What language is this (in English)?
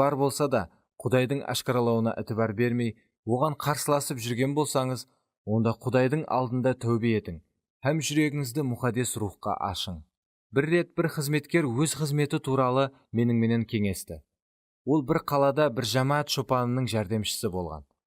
Kara-Kalpak